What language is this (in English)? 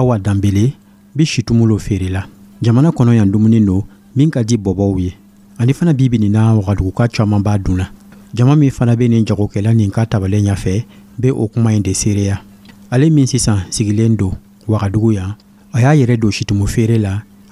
Dyula